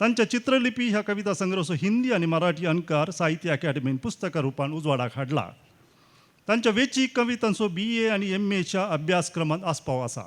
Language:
Konkani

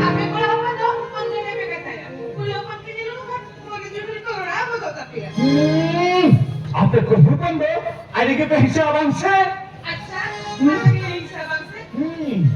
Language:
Santali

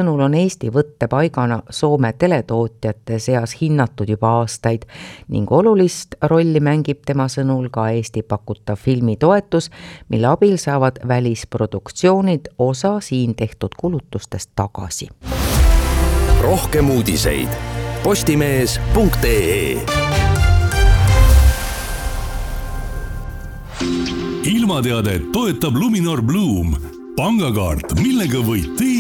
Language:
Estonian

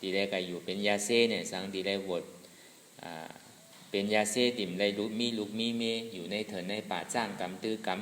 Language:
Shan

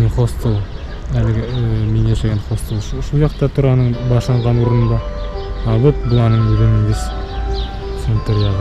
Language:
Bashkir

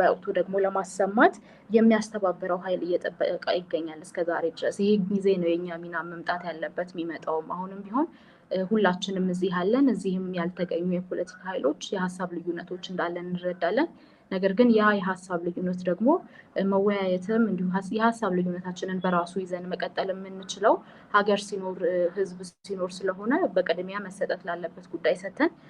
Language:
Amharic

